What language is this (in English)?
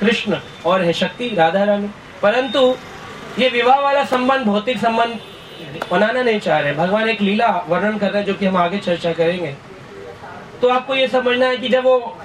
Hindi